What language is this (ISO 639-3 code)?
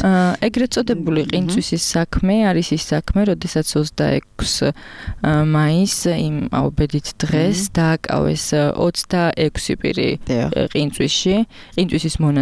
kat